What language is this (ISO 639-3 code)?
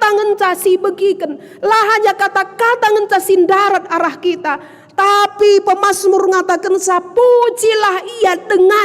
btx